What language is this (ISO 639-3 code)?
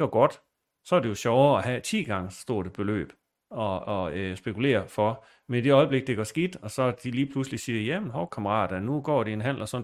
dan